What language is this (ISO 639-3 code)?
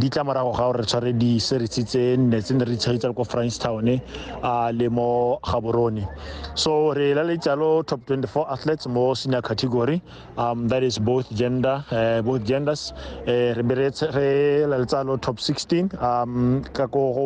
tsn